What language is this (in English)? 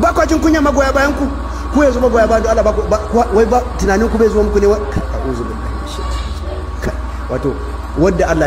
Hausa